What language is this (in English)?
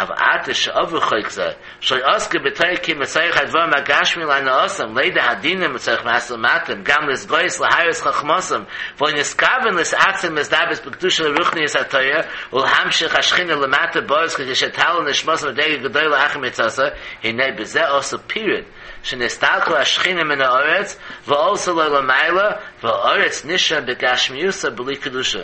Yiddish